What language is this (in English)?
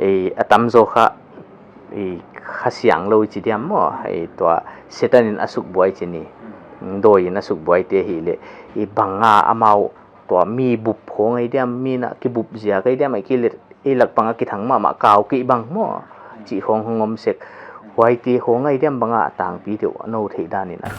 Paite Chin